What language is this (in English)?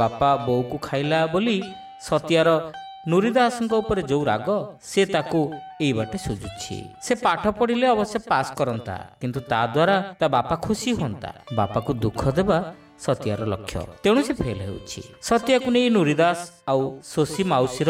Odia